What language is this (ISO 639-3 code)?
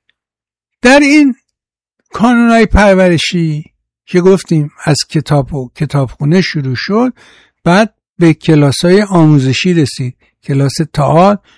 fas